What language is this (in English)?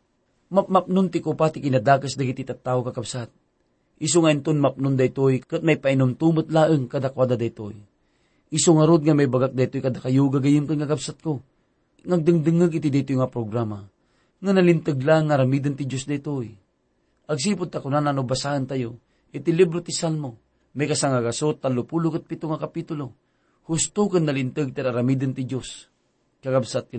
Iloko